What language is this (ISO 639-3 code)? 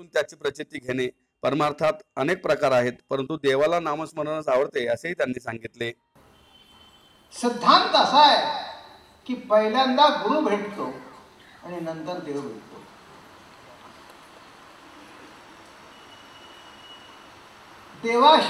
mar